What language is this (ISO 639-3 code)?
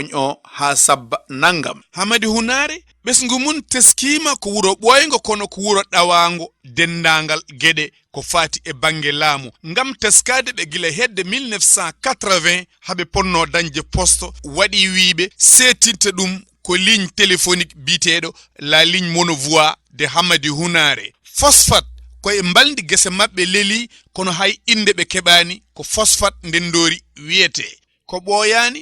ful